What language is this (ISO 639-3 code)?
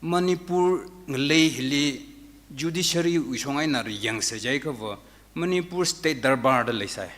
nmf